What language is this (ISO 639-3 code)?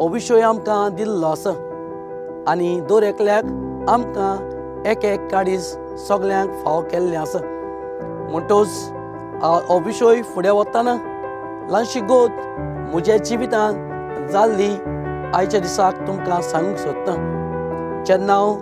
kok